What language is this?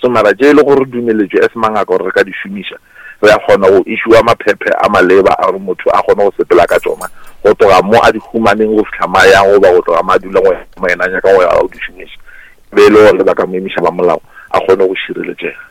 Northern Sotho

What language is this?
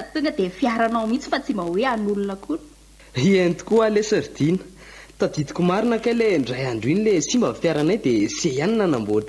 Malagasy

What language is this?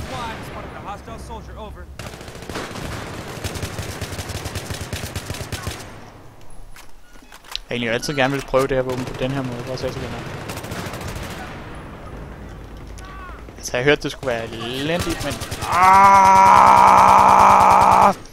Danish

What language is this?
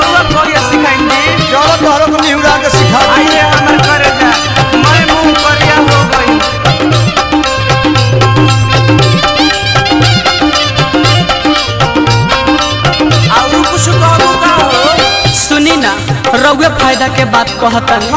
Bhojpuri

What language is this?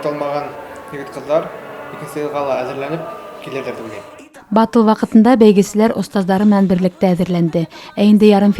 Bashkir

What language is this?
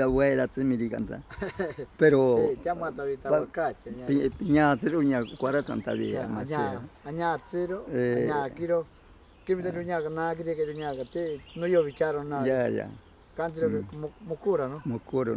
Ashéninka Perené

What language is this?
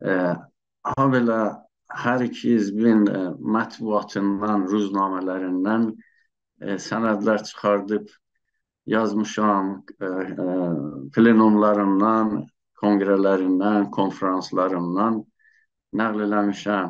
South Azerbaijani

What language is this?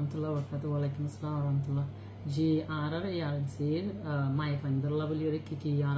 Rohingya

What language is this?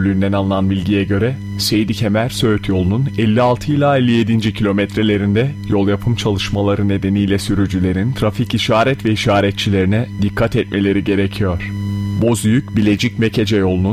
Turkish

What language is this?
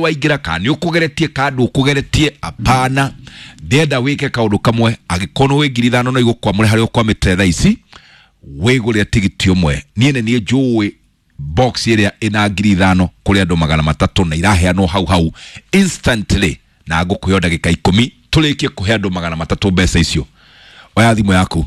Kikuyu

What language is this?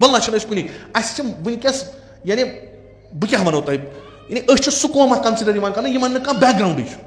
Kashmiri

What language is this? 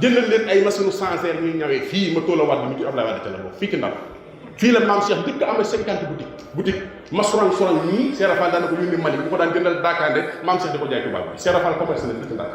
Wolof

